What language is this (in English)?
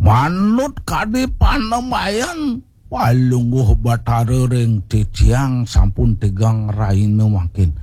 Balinese